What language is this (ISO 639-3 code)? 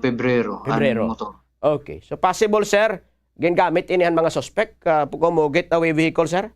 war